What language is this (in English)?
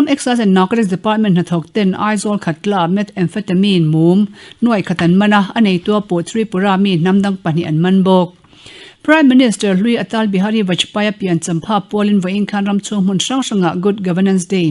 Mizo